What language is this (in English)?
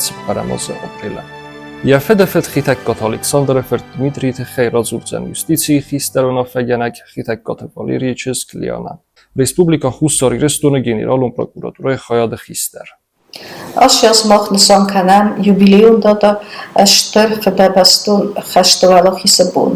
Ossetic